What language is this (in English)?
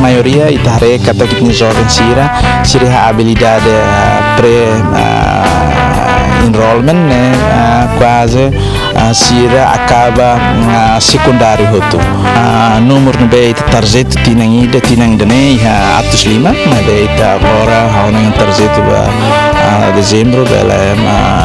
Tetum